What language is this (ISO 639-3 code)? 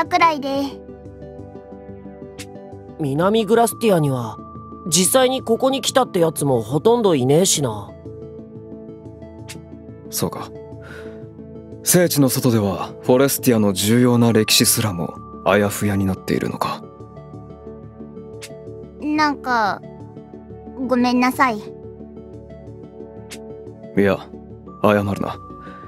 jpn